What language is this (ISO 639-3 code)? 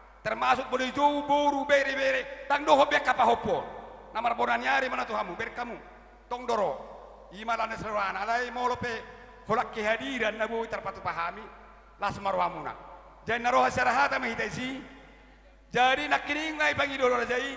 bbc